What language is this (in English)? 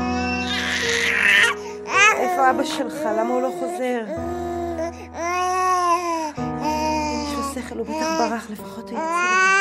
Hebrew